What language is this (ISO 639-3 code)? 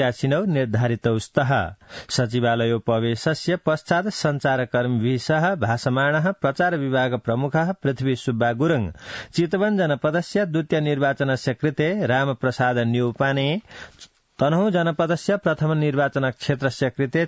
san